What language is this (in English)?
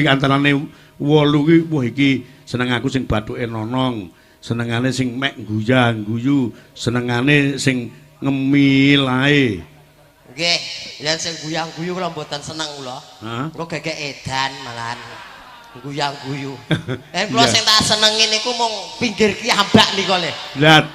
Javanese